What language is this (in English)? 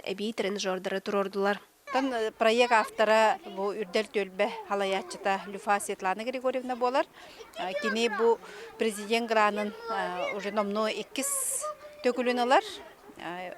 Yakut